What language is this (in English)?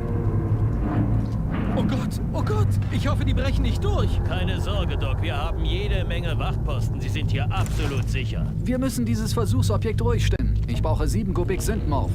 Bavarian